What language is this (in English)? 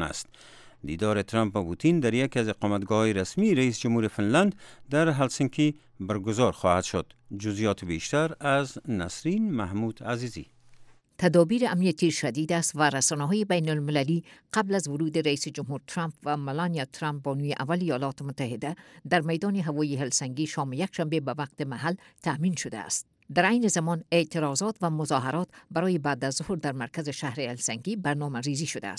Persian